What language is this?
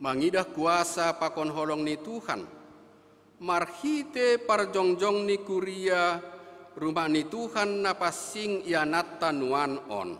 Batak Simalungun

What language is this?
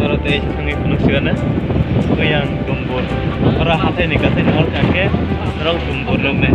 Kok Borok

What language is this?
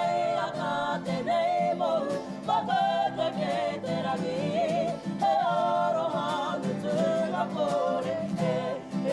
Māori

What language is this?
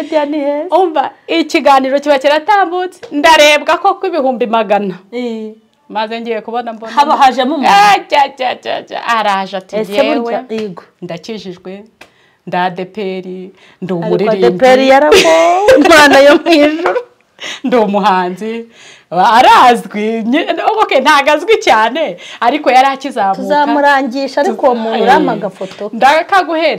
Kinyarwanda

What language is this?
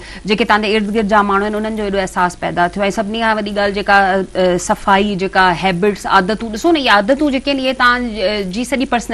Sindhi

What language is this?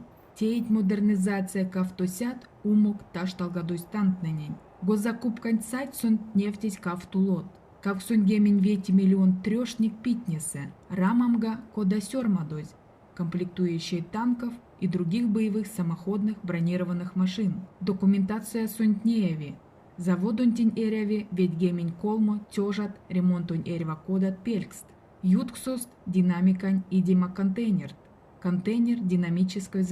Erzya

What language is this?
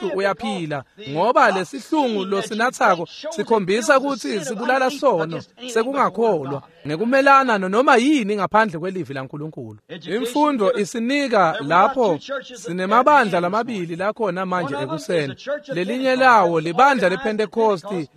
Swati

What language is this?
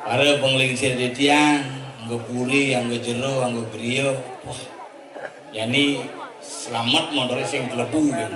Balinese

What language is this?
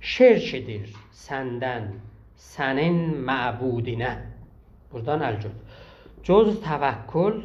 South Azerbaijani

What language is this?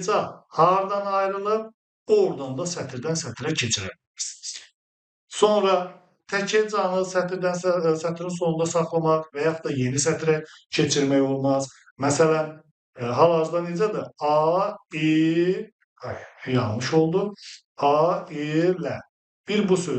Azerbaijani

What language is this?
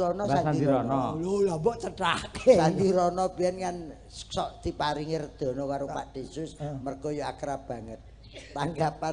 Javanese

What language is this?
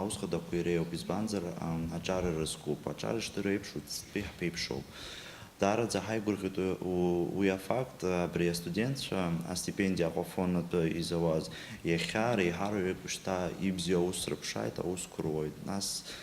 Abkhazian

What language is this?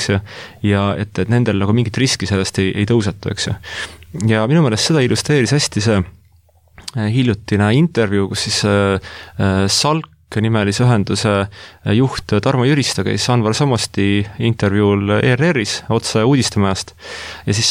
Estonian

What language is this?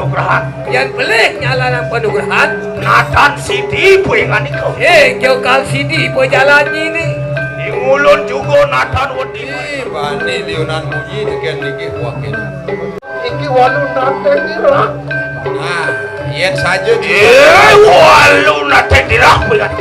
Balinese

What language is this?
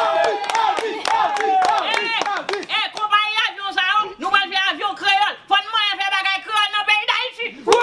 Haitian Creole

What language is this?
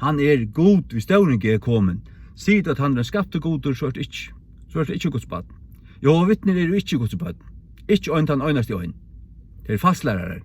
Faroese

